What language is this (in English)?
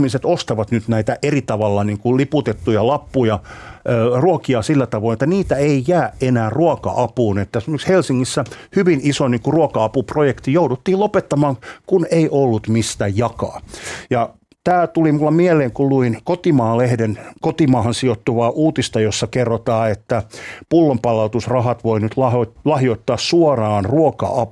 Finnish